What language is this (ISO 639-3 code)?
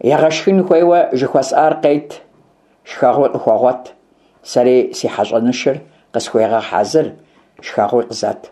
kbd